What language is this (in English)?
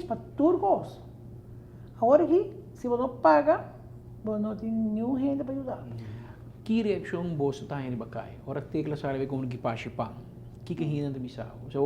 Papiamento